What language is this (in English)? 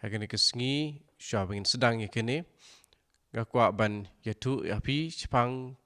Khasi